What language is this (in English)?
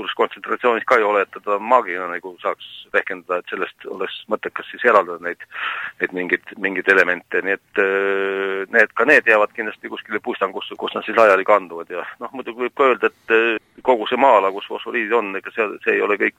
Estonian